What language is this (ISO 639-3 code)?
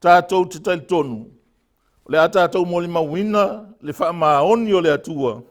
smo